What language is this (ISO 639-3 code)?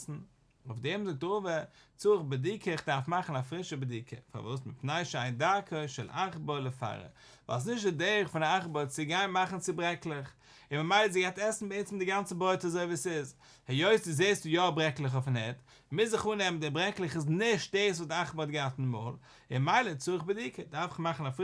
yid